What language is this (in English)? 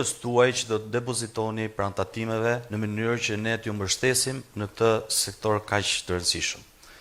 Albanian